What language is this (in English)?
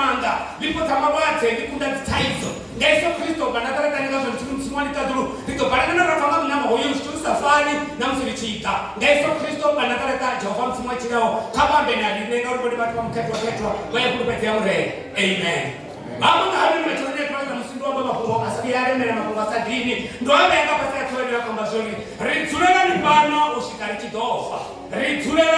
Venda